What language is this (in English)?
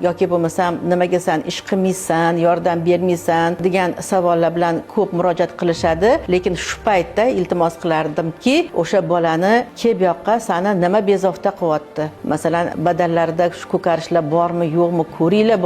Uzbek